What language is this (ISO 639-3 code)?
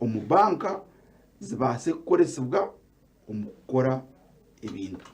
nyn